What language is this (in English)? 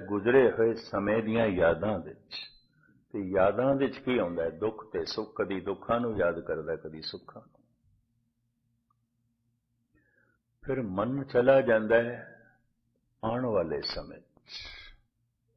Punjabi